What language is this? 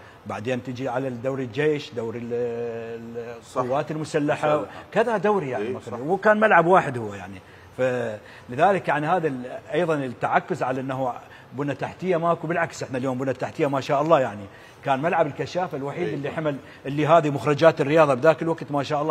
Mesopotamian Arabic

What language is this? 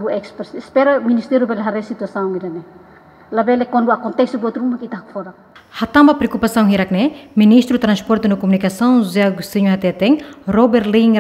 Tetum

